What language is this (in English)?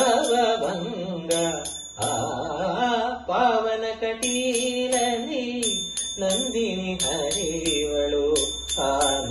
Kannada